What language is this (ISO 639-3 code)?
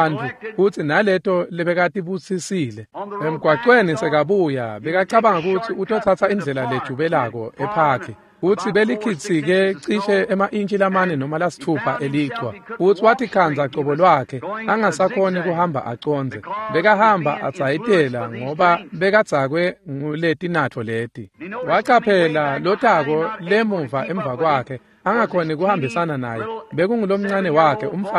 ssw